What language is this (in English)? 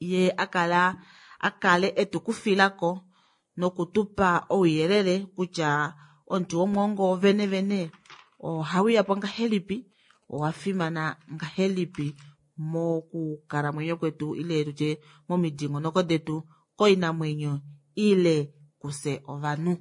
Kuanyama